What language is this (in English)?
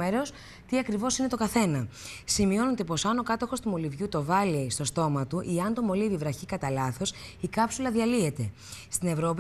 Greek